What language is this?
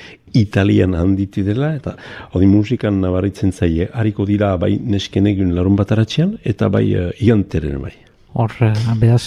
Basque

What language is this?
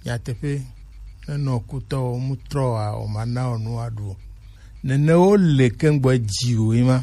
Gen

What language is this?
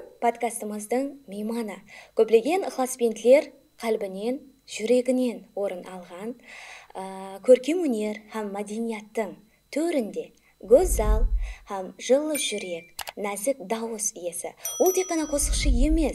Kara-Kalpak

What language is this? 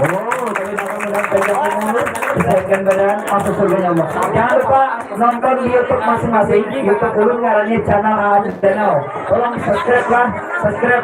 Banjar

